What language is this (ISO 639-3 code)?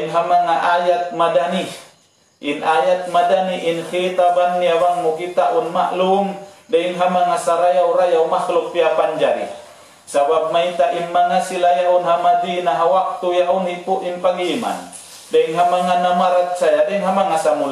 tsg